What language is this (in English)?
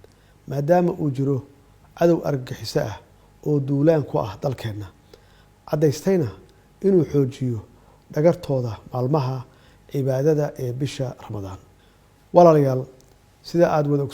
Somali